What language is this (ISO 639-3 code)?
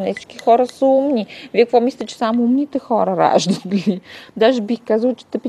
bul